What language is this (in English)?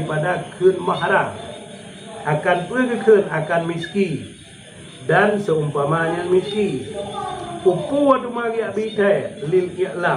Achinese